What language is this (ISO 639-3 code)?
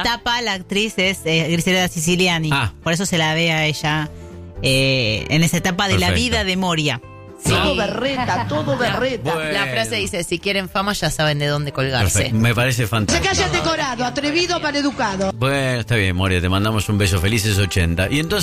spa